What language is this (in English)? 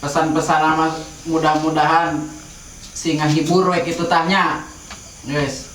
Sundanese